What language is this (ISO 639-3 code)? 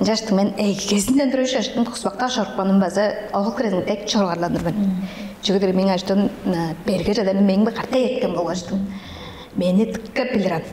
tyv